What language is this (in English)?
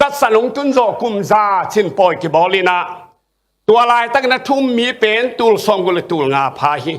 Tedim Chin